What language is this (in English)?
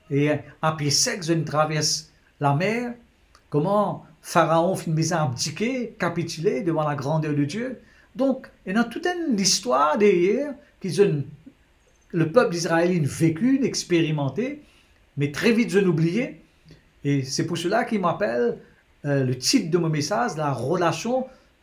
Morisyen